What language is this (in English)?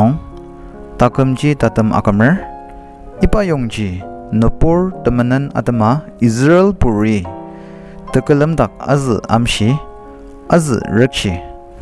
Ao Naga